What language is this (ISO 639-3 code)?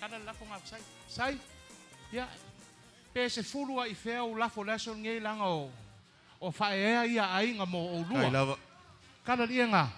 smo